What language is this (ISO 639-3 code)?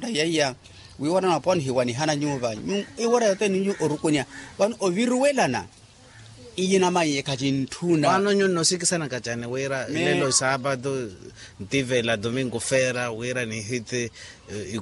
vmw